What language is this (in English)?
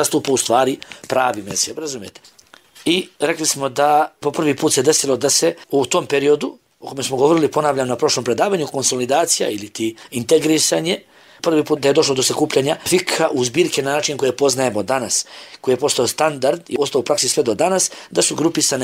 Bosnian